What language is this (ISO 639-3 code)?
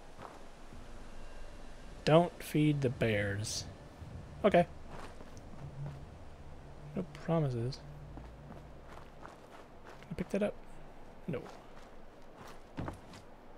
eng